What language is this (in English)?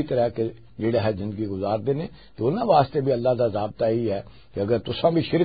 Western Panjabi